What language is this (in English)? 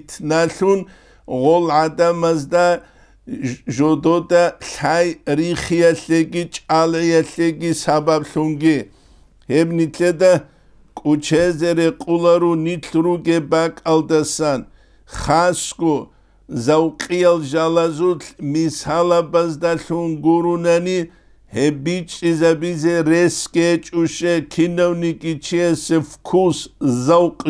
Avaric